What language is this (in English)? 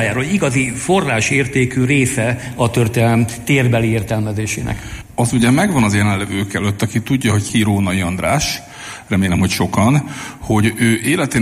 Hungarian